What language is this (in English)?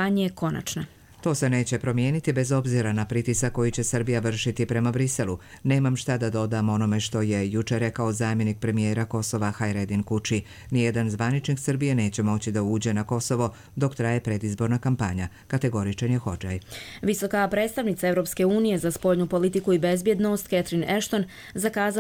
Croatian